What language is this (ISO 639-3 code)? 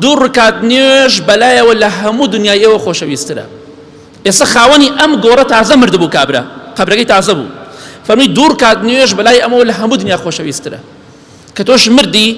ckb